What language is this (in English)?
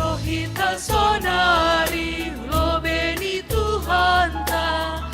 Batak Simalungun